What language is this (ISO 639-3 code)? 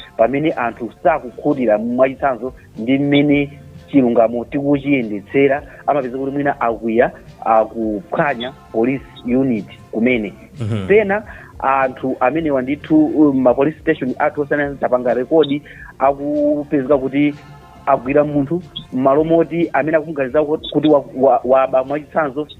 nya